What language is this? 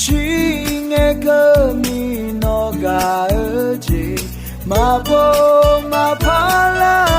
Akha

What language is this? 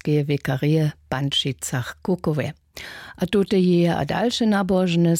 Upper Sorbian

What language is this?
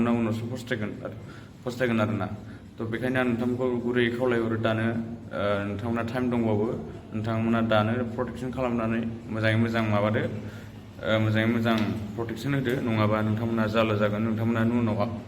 Bodo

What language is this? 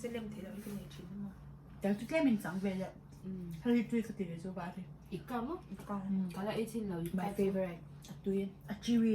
Mizo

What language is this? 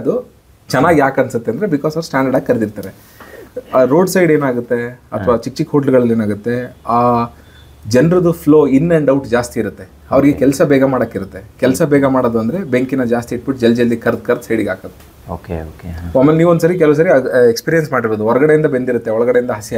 Kannada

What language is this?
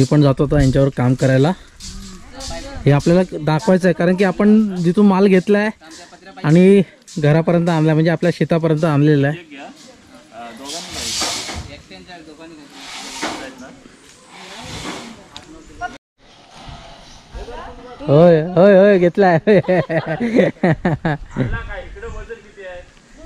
Marathi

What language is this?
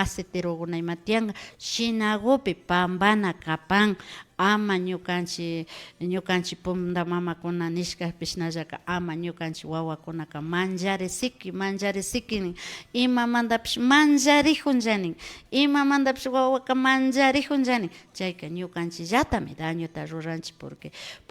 Imbabura Highland Quichua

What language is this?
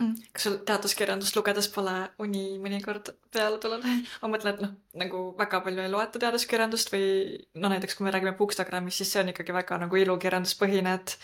Estonian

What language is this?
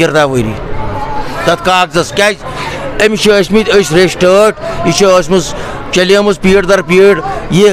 Kashmiri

